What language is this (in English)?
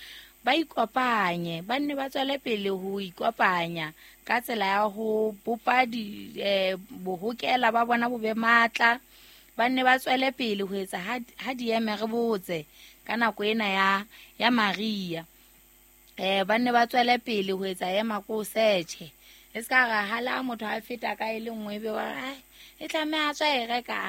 Southern Sotho